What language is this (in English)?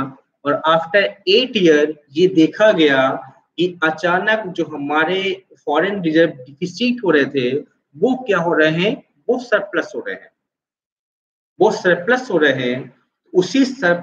Hindi